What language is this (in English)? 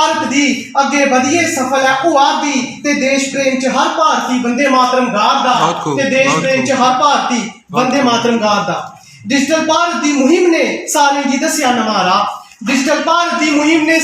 Dogri